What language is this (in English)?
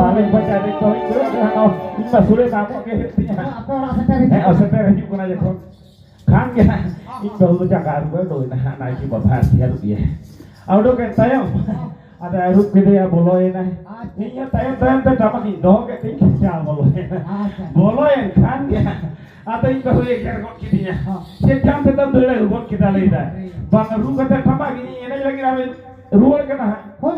Santali